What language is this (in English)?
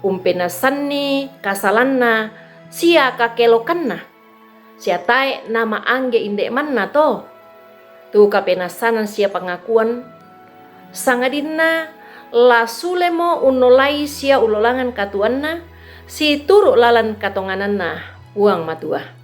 Toraja-Sa'dan